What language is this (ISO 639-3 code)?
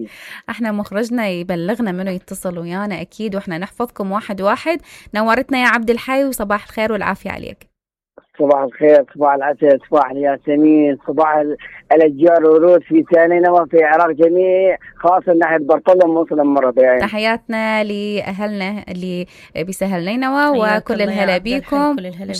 acm